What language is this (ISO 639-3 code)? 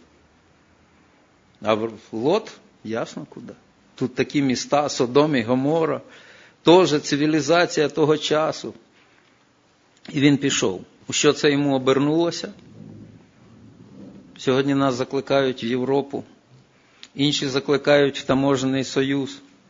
ukr